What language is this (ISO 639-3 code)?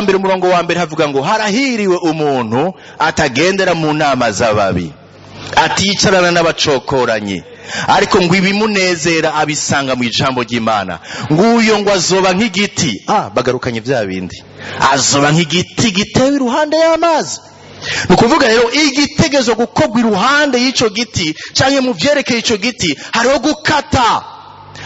run